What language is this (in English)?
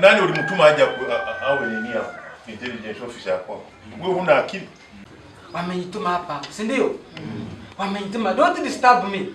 Nyankole